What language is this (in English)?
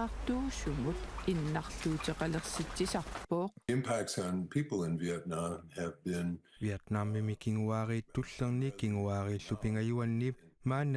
Kalaallisut